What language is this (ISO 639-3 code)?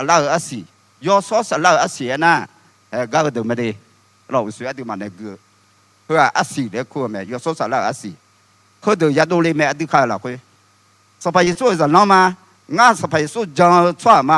ahk